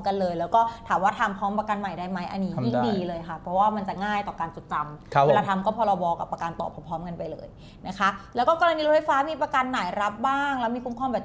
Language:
Thai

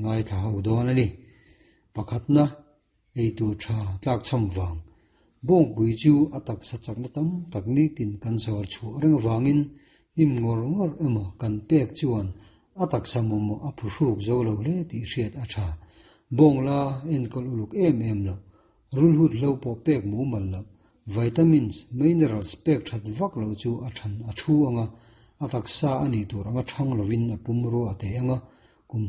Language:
Mizo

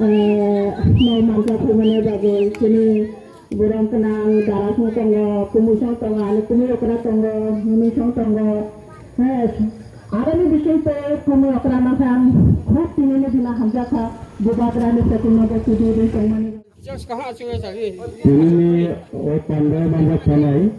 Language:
Kok Borok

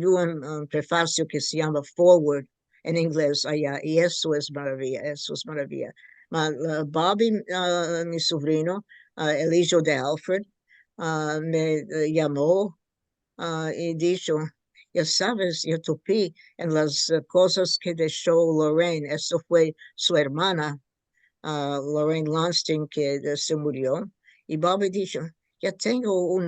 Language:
Ladino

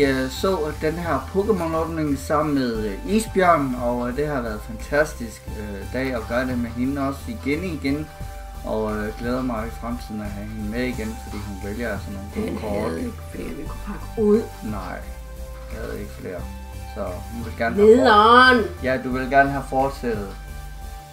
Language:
Danish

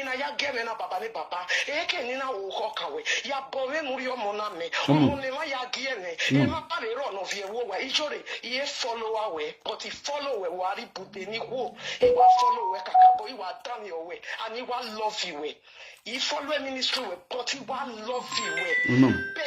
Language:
Nigerian Pidgin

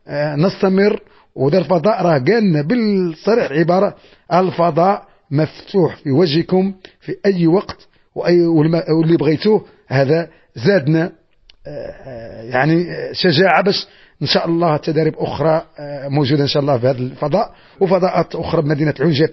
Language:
Moroccan Arabic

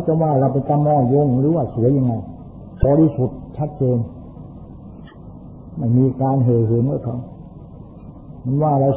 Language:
Thai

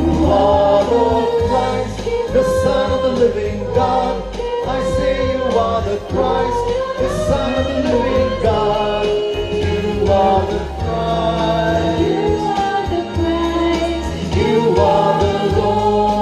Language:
English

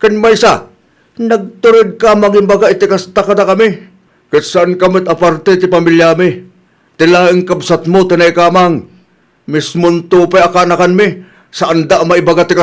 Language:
Iloko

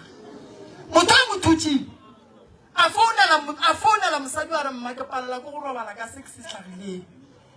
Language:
Northern Sotho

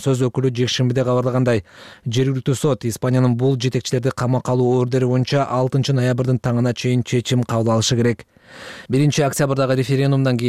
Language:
Kyrgyz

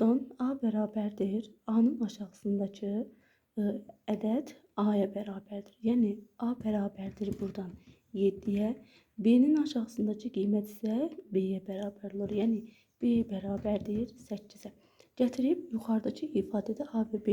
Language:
Azerbaijani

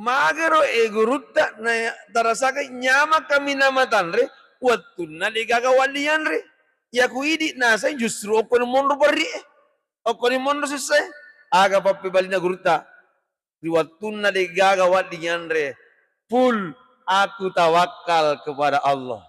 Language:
Buginese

